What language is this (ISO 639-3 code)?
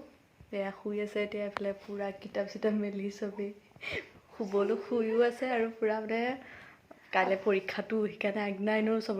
asm